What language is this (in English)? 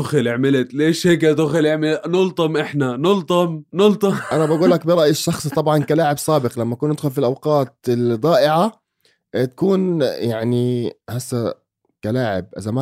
North Levantine Arabic